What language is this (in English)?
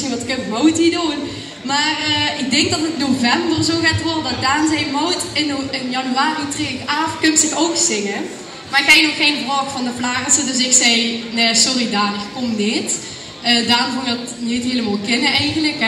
Limburgish